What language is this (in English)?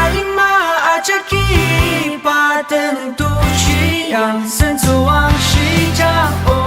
Ao Naga